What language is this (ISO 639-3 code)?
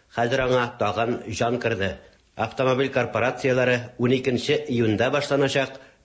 tat